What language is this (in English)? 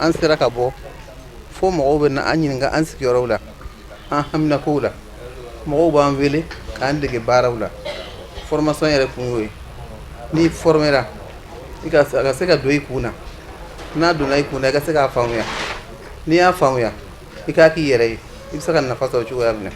Bambara